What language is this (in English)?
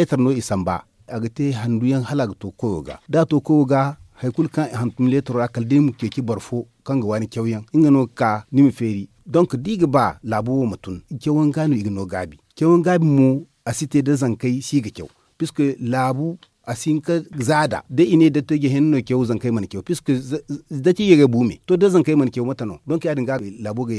Zarma